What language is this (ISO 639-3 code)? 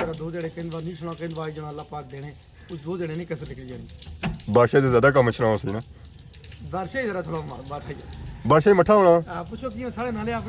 phr